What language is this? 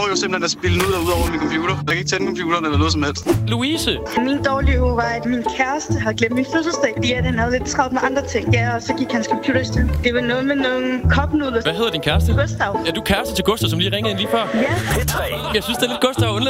Danish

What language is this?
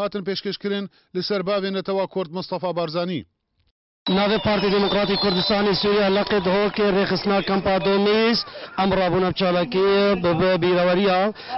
Kurdish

